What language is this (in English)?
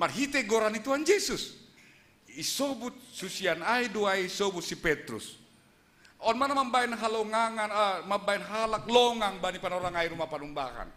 Batak Simalungun